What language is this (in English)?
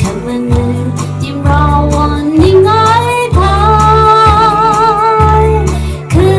Tangkhul Naga (India)